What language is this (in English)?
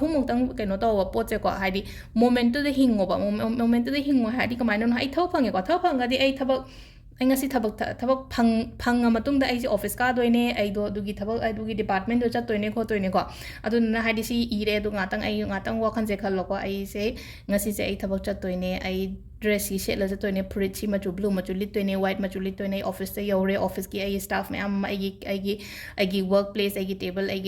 Manipuri